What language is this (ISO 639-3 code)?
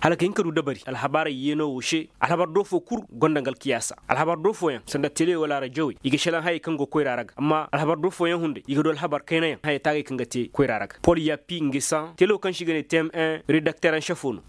ses